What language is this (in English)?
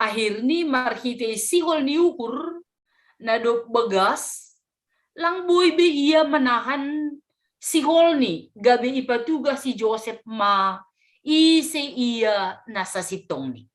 Batak Simalungun